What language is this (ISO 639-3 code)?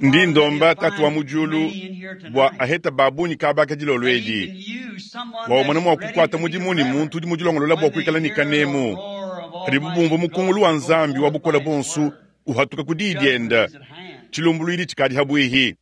lua